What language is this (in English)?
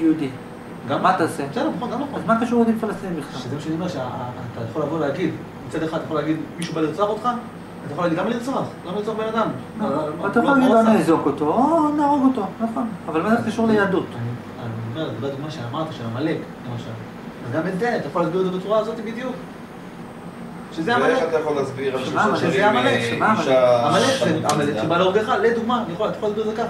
Hebrew